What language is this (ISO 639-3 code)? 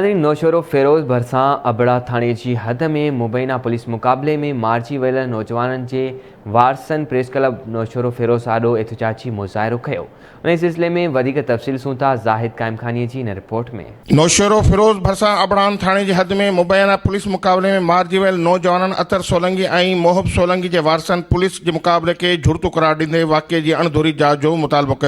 snd